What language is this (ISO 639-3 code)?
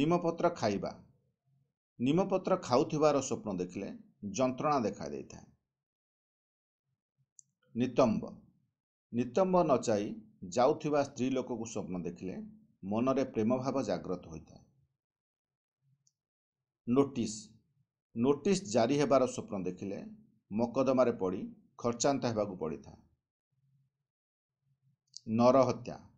ori